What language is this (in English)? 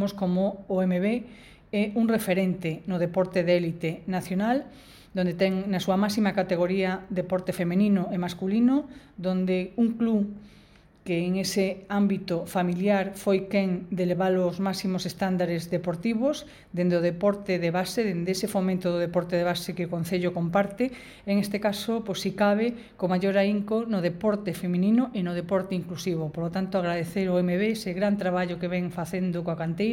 Galician